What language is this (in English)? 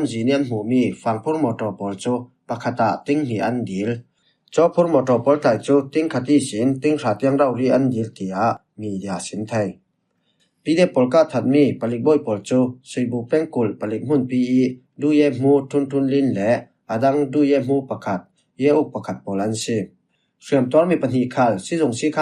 Falam Chin